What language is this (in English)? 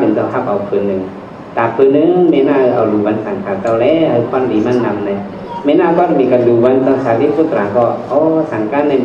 Shan